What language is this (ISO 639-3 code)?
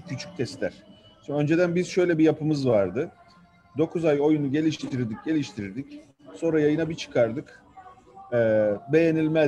tur